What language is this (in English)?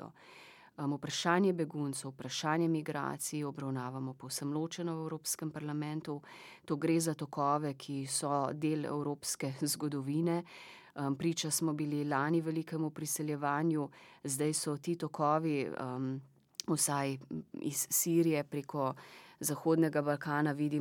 Slovenian